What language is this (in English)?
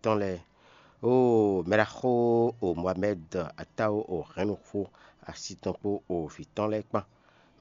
Fon